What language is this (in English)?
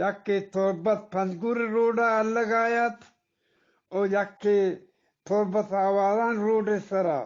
Eastern Balochi